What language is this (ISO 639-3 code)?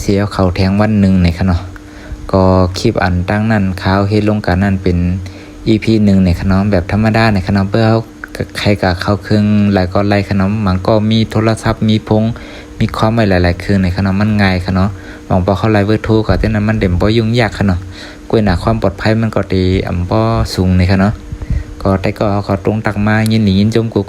shn